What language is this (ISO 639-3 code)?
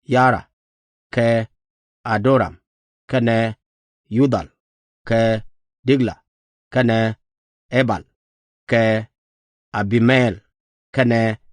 nus